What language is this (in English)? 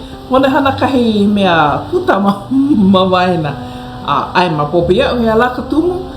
Hawaiian